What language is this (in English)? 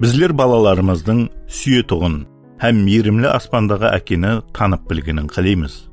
Kara-Kalpak